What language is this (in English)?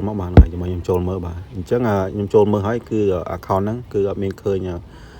Khmer